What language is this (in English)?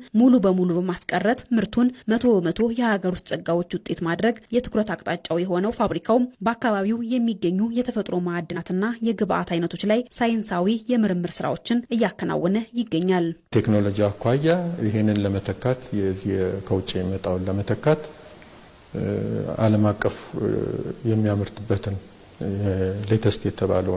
Amharic